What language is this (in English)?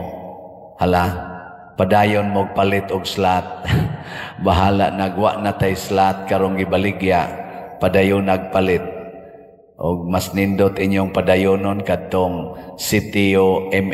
Cebuano